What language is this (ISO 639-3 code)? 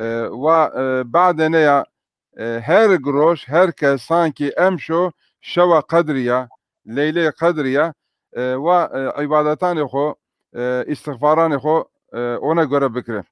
zza